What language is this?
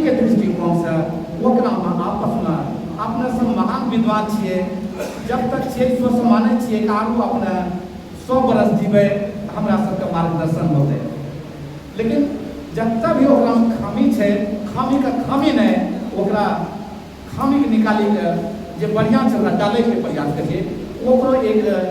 Angika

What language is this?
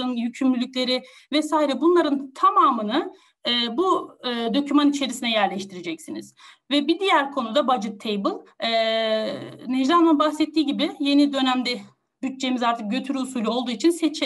Turkish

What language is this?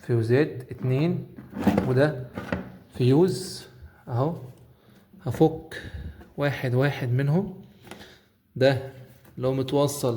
Egyptian Arabic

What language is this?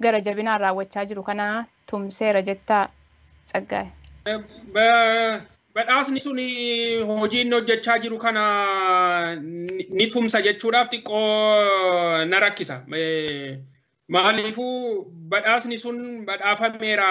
Oromo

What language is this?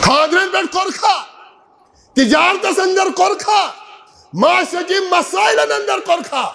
Kashmiri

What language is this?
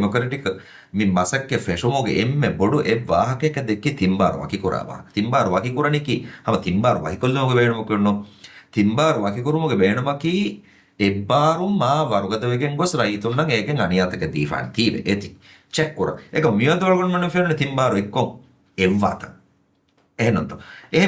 Divehi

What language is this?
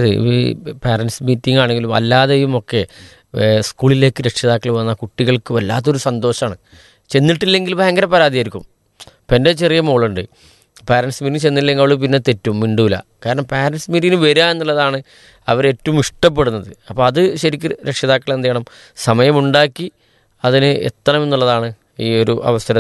Malayalam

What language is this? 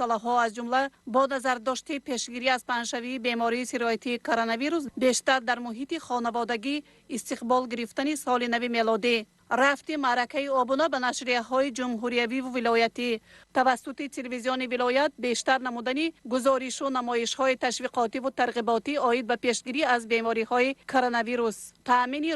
Tajik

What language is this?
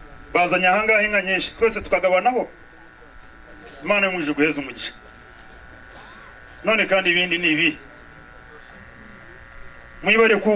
Kinyarwanda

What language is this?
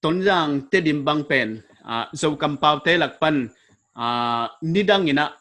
Paite Chin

